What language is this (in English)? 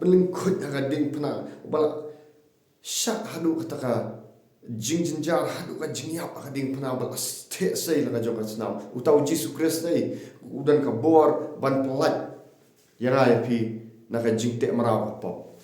Khasi